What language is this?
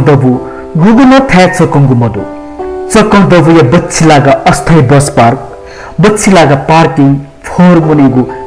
Newari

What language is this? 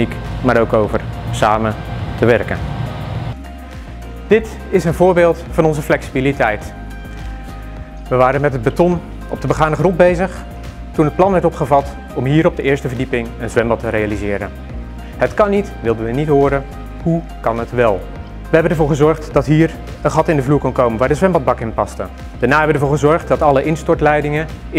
Dutch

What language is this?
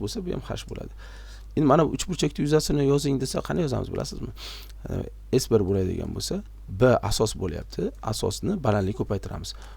Uzbek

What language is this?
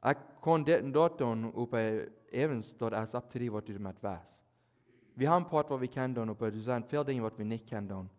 Plautdietsch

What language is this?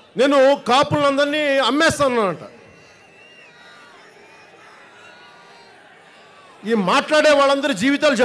Telugu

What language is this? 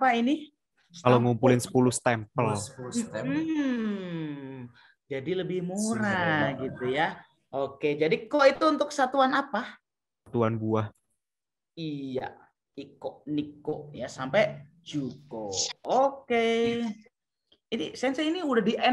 Indonesian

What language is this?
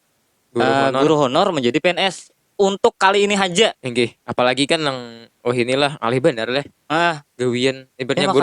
Banjar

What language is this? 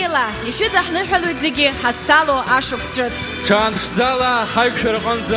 Abkhazian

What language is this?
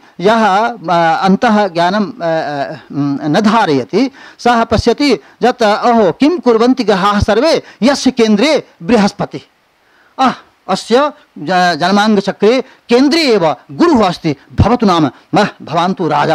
Sanskrit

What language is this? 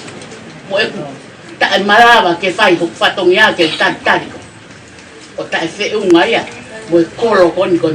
Tongan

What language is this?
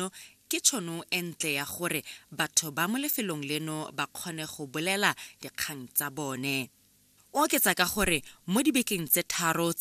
Tswana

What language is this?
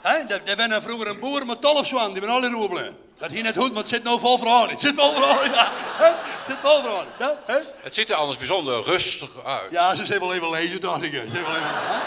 Western Frisian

